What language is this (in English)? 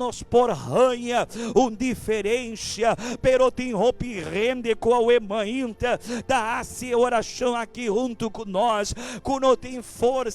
Papiamento